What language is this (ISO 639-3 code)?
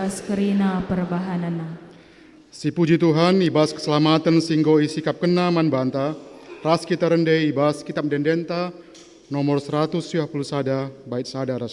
btx